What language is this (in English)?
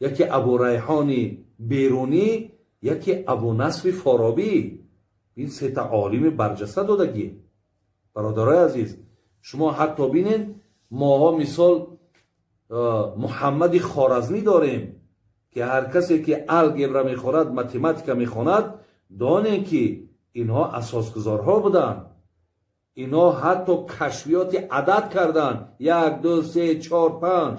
Tajik